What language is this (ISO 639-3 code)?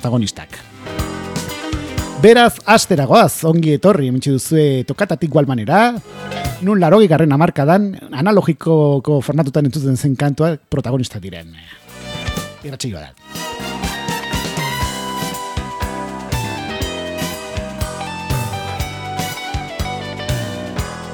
eus